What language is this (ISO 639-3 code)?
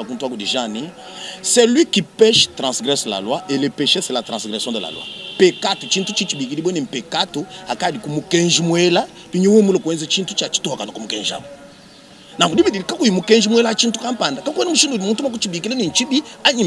lua